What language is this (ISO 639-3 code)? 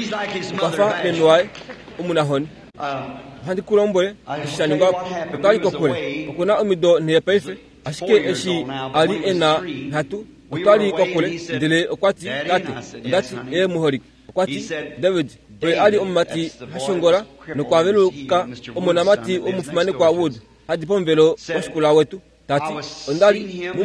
kua